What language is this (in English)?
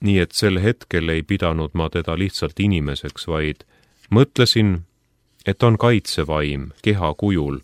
Estonian